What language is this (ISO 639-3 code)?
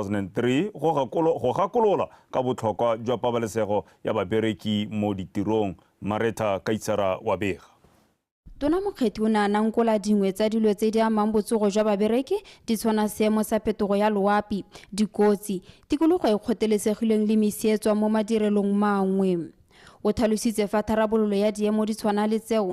tsn